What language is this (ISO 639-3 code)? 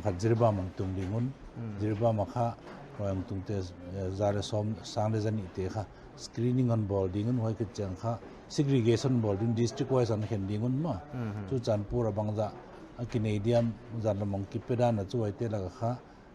pck